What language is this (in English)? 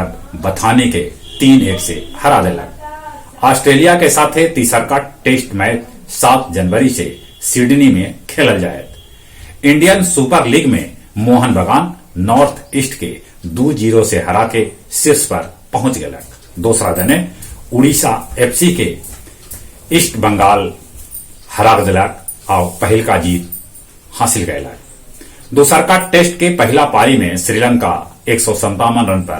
Magahi